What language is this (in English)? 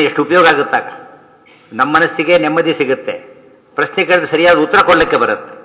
Kannada